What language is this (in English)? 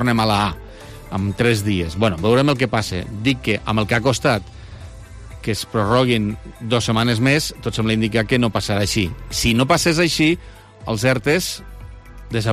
Catalan